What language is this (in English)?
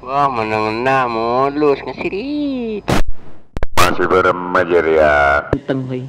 Madurese